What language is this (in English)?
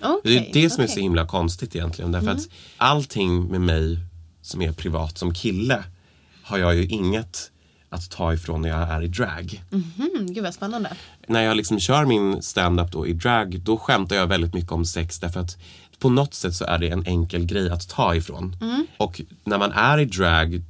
Swedish